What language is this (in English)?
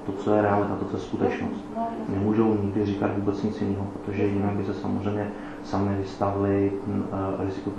Czech